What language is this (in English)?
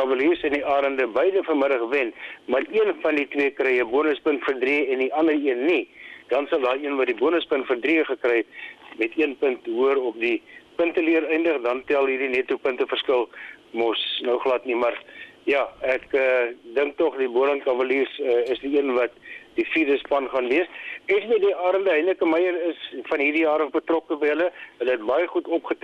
Afrikaans